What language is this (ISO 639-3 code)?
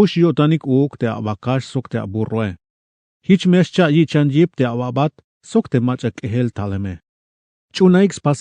tzh